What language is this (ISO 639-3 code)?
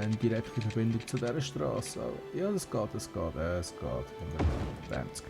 gsw